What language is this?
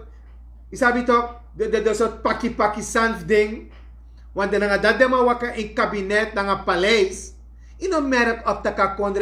Sranan Tongo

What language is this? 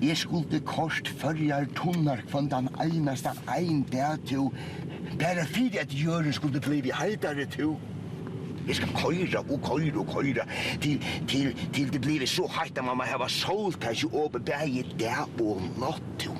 Faroese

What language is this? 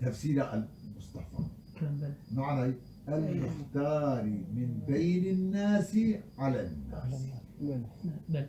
Kurdish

